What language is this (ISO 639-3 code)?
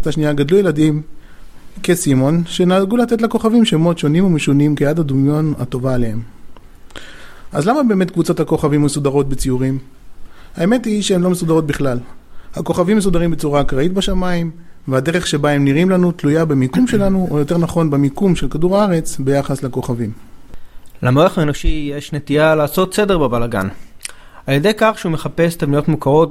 heb